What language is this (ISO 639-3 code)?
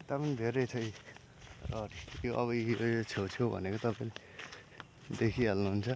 nep